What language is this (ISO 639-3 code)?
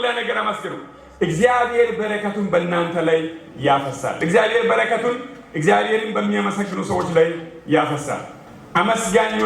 amh